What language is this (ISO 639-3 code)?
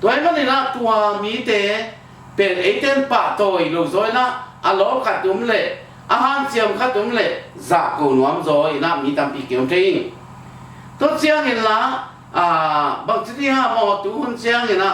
ctd